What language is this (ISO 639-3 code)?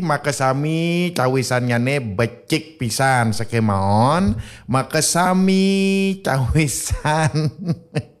ban